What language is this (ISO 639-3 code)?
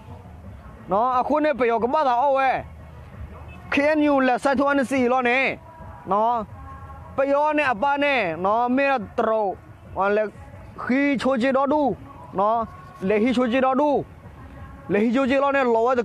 ksw